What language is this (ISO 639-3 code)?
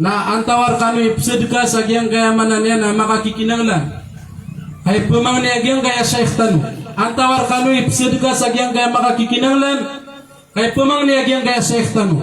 mrw